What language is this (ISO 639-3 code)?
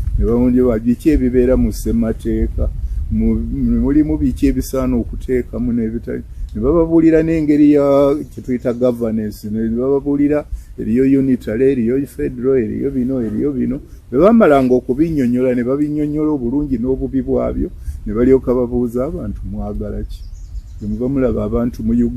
lug